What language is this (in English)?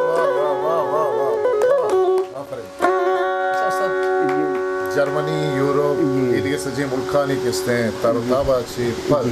Baluchi